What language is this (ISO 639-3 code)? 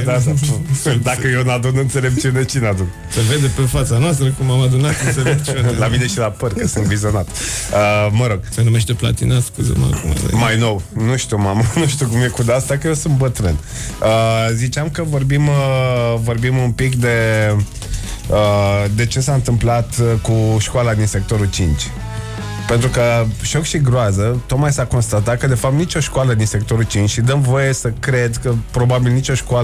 ron